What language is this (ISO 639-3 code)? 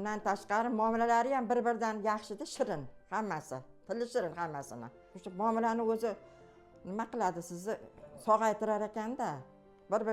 uzb